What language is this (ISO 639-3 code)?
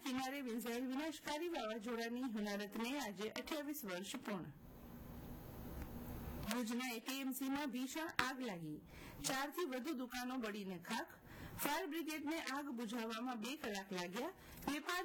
guj